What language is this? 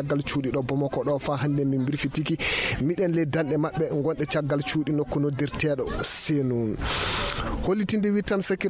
Nigerian Fulfulde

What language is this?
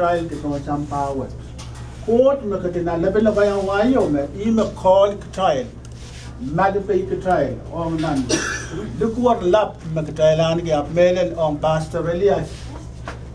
Pohnpeian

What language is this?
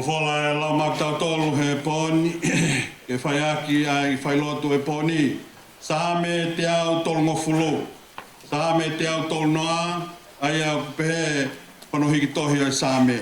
Tongan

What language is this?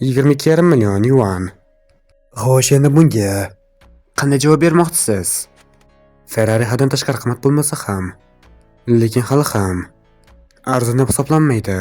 Uzbek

